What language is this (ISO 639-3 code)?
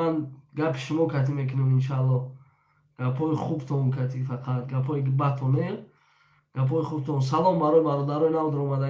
tgk